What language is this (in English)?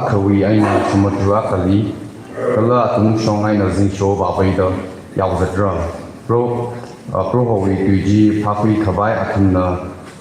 Tangkhul Naga (India)